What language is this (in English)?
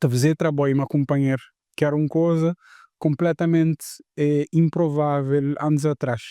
Kabuverdianu